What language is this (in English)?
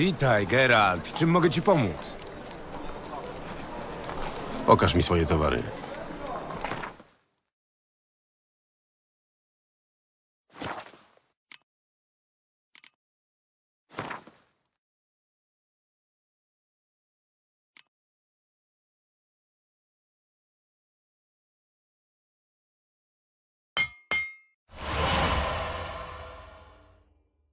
Polish